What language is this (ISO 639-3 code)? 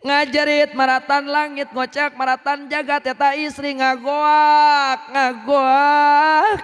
sun